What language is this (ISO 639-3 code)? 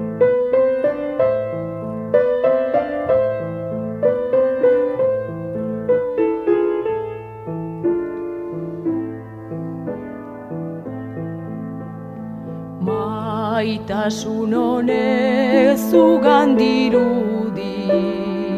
eus